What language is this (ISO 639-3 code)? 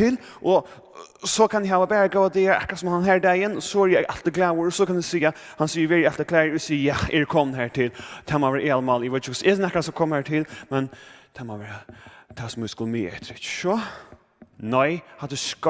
fao